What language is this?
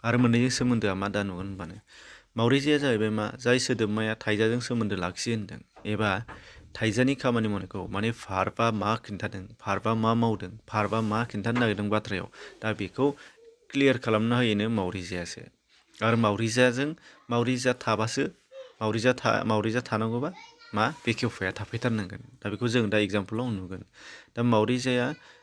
Bodo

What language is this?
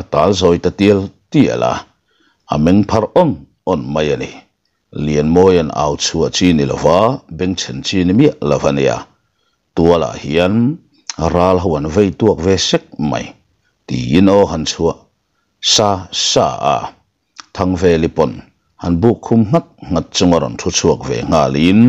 Mizo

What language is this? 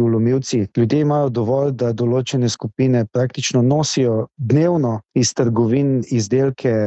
Slovenian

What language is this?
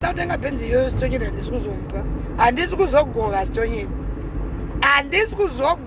Shona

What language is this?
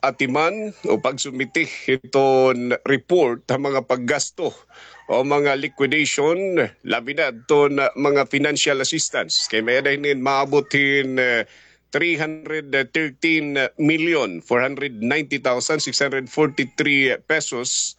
Waray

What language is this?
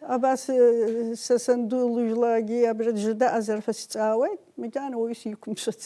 Abkhazian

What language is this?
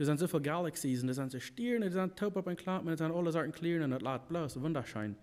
Plautdietsch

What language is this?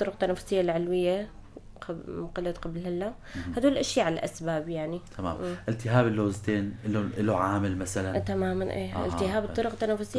North Levantine Arabic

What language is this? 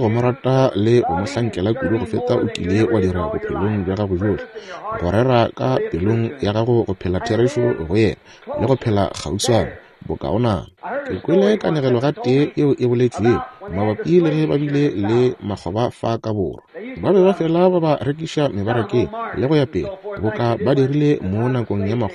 Northern Sotho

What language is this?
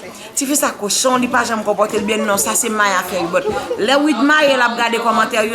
Haitian Creole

